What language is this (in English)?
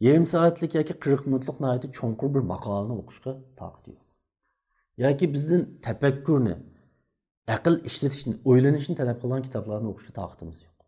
Uyghur